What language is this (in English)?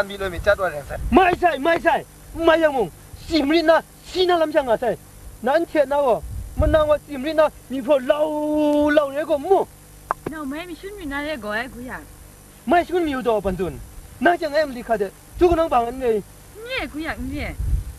Kachin